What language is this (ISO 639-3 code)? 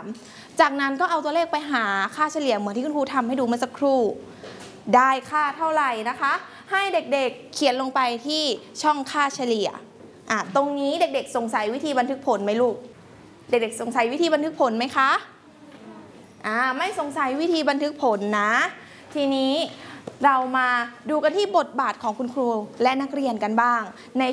tha